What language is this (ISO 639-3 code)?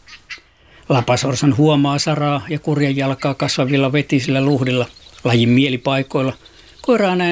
fin